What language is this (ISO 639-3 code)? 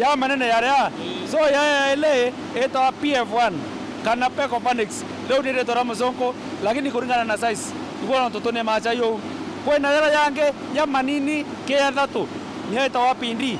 mer